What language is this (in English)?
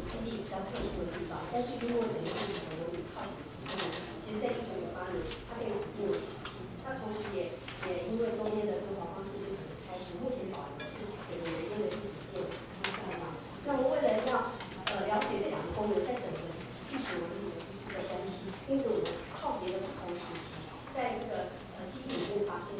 Chinese